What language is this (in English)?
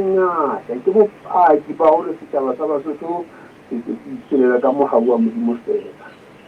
Southern Sotho